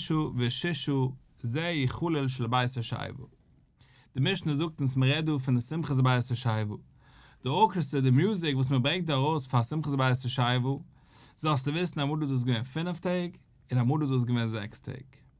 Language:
Yiddish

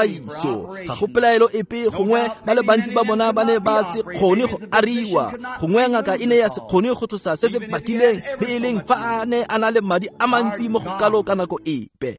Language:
Tswana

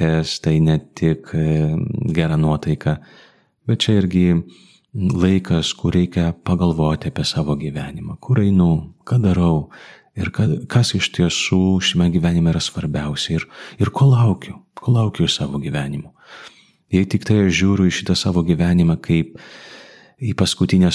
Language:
Lithuanian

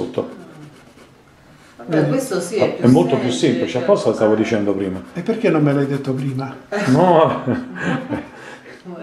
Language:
Italian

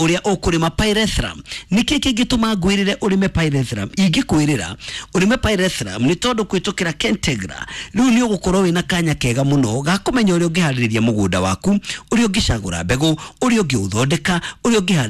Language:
Kikuyu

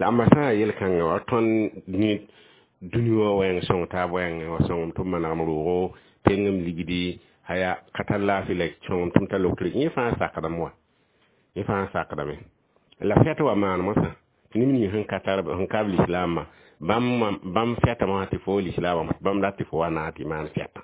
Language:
Mossi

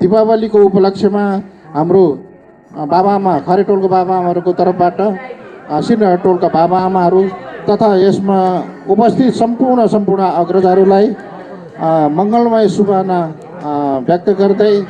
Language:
Nepali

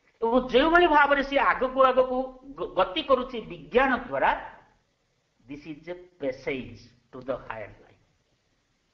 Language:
Odia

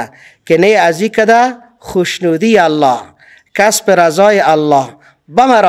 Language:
Persian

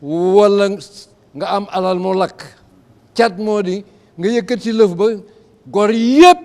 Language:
Wolof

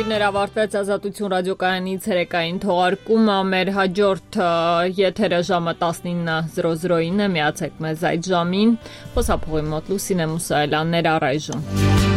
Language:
Armenian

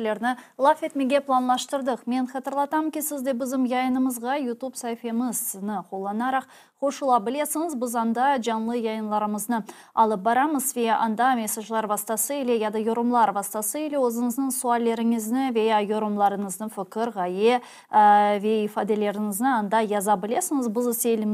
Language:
Crimean Tatar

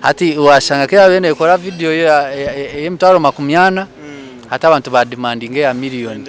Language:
Nyankole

